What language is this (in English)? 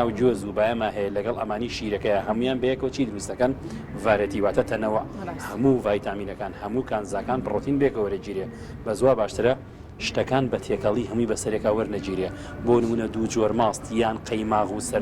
Central Kurdish